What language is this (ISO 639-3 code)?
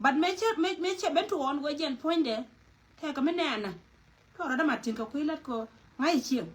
nus